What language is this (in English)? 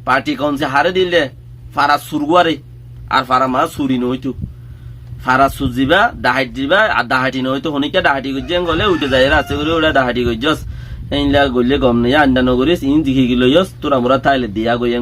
Rohingya